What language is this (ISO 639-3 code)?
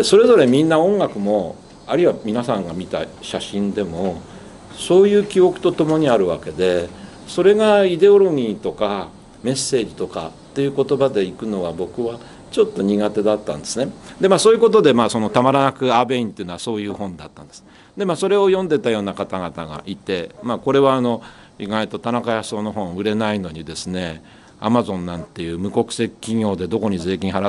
jpn